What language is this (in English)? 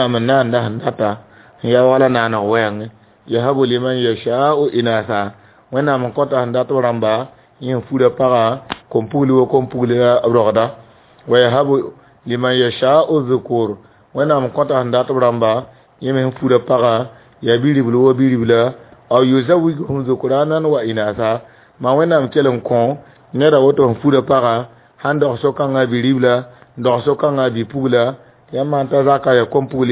Mossi